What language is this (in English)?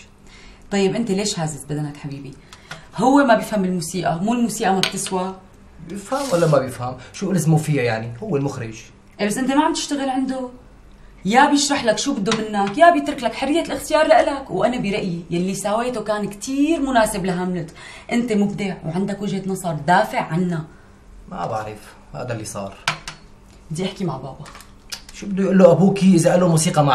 North Levantine Arabic